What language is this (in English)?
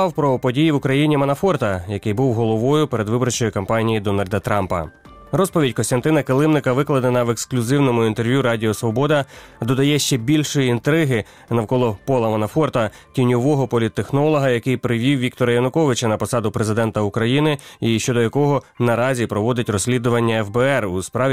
Ukrainian